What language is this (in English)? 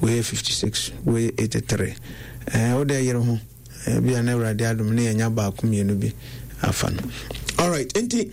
Akan